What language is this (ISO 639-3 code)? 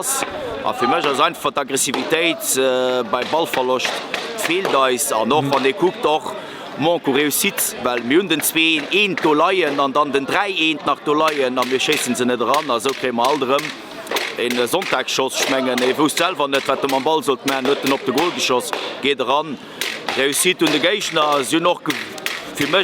ltz